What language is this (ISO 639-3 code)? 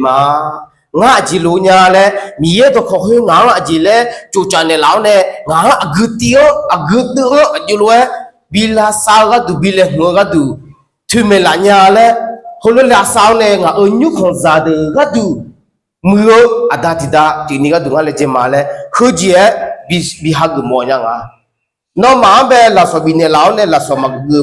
ahk